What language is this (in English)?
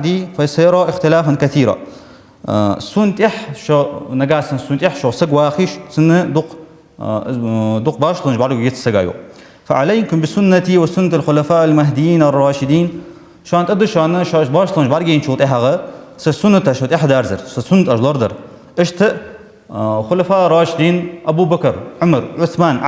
Ingush